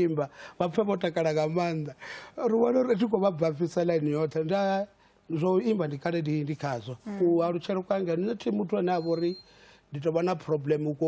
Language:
Venda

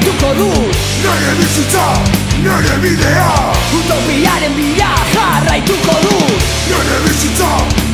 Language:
Basque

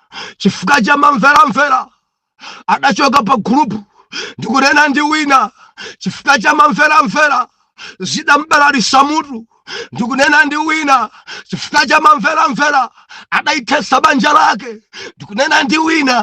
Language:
Nyanja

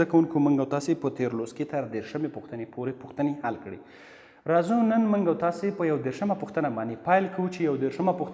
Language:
Pashto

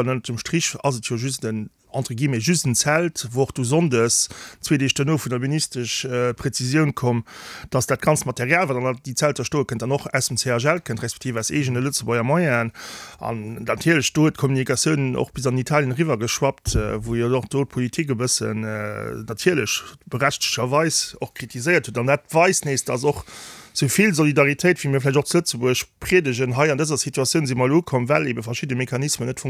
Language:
Luxembourgish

